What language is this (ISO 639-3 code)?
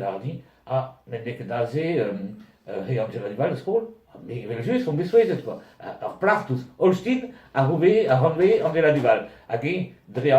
bre